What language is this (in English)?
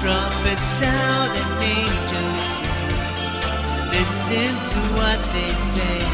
Pohnpeian